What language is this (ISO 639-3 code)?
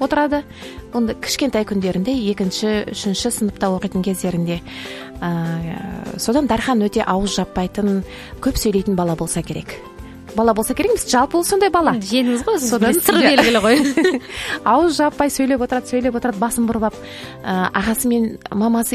kaz